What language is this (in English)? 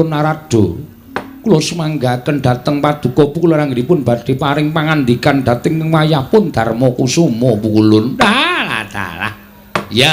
Javanese